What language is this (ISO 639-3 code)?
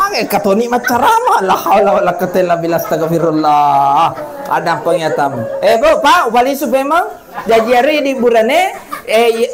bug